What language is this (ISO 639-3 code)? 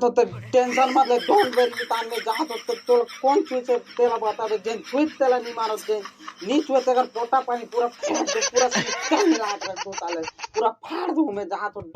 hne